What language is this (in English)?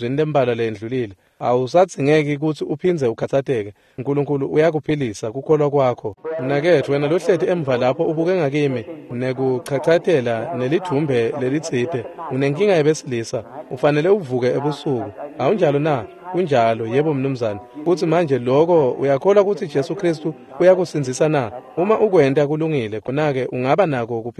Swati